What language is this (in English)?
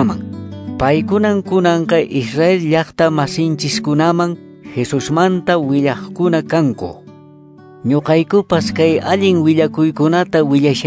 Quechua